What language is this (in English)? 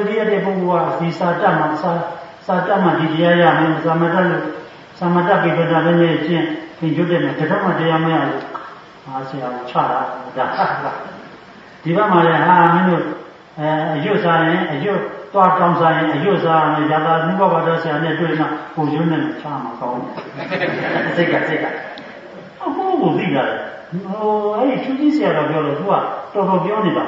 Burmese